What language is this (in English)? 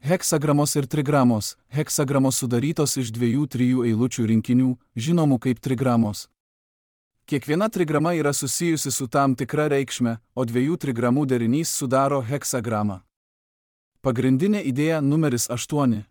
Lithuanian